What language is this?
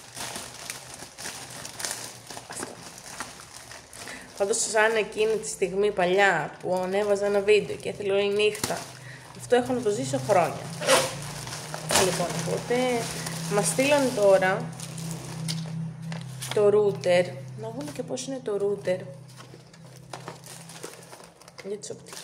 Greek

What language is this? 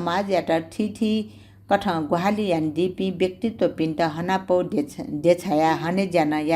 Newari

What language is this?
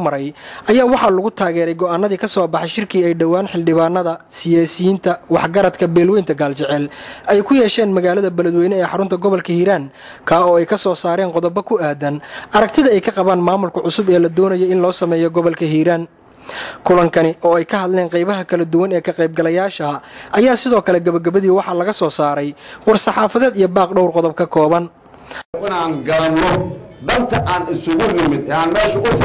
Somali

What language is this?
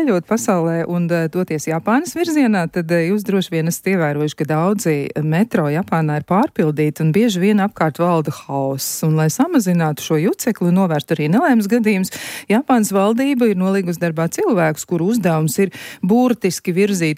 Latvian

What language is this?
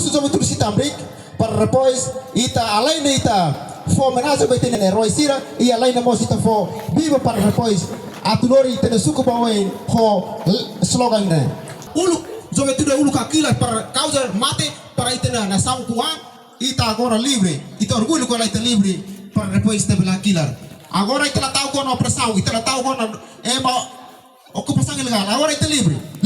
Tetum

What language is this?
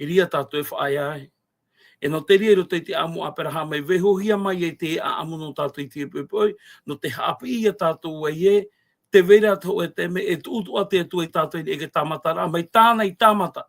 Tahitian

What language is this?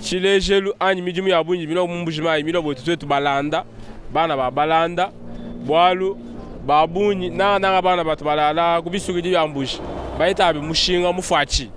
Luba-Lulua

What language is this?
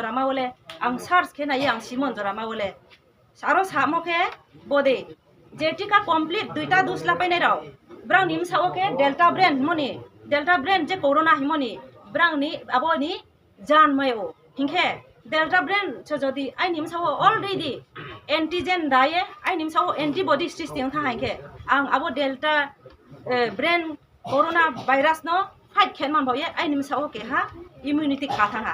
Riang (India)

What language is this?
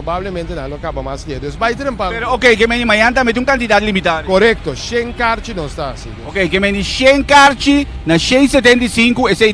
Papiamento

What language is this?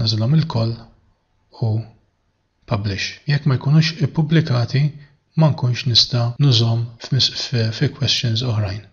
Maltese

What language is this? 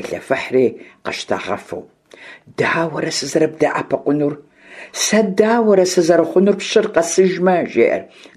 Kabardian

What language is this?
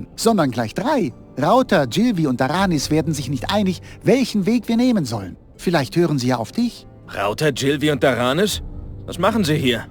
Bavarian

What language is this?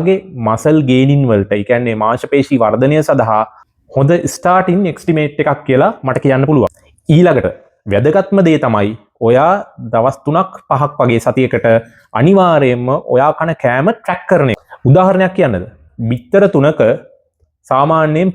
Sinhala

